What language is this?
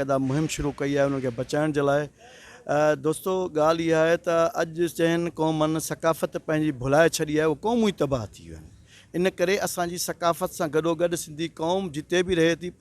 Sindhi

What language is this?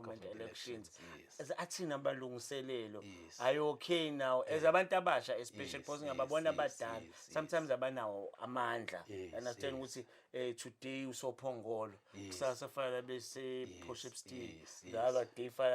Zulu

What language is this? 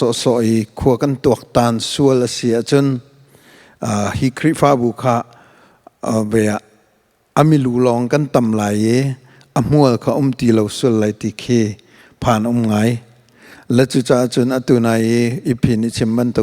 Hakha Chin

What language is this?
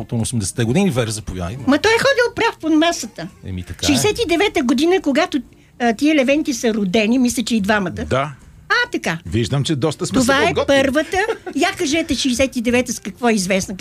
Bulgarian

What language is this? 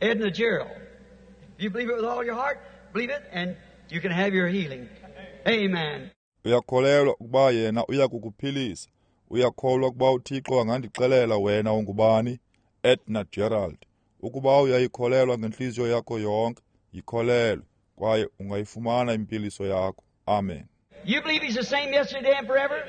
Xhosa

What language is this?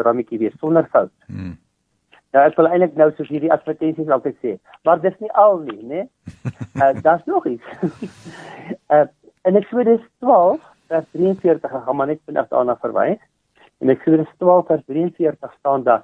Afrikaans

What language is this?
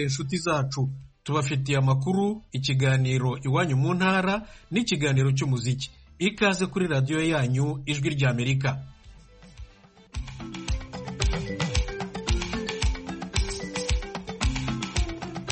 Kinyarwanda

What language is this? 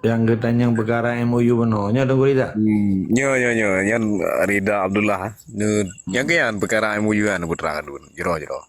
Achinese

